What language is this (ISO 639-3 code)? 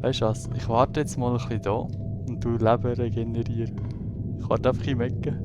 gsw